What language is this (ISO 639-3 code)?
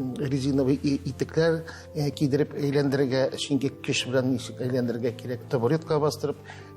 tat